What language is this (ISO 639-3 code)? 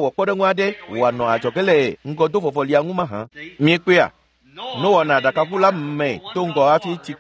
ewe